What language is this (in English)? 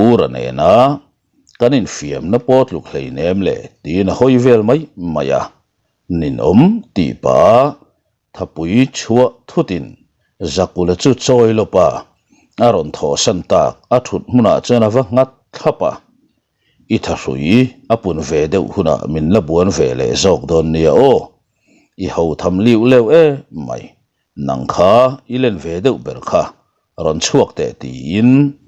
Mizo